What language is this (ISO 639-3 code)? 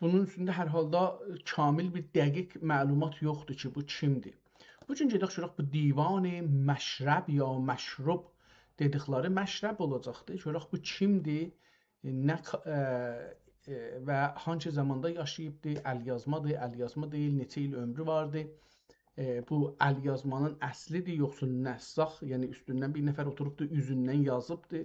azb